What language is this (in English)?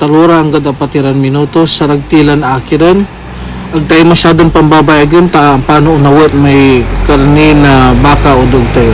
Pangasinan